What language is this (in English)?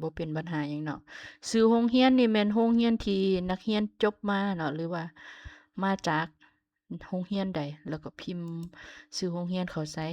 Lao